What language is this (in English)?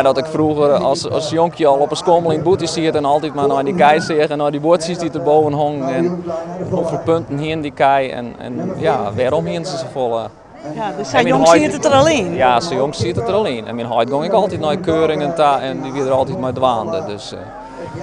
Western Frisian